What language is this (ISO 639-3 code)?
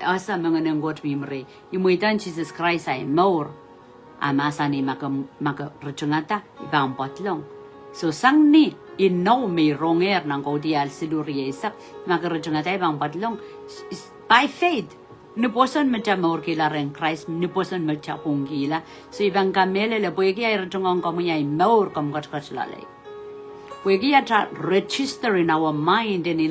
pon